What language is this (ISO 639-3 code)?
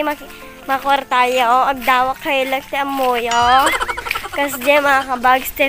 ilo